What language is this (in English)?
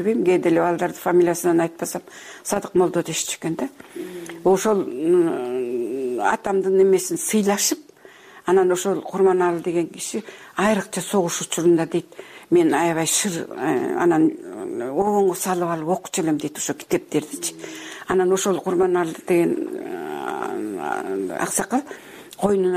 Kyrgyz